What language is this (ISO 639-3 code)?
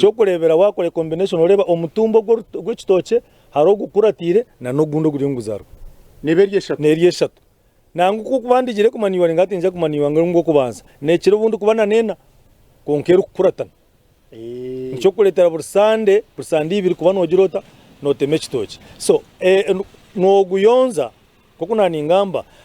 nyn